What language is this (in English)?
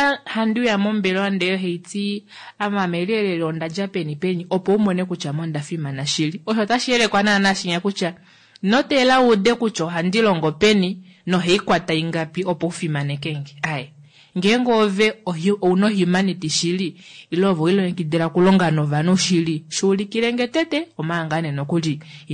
Kuanyama